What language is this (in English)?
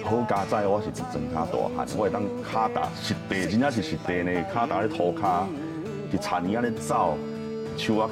Min Nan Chinese